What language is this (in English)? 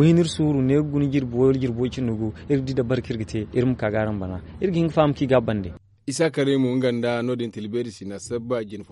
Zarma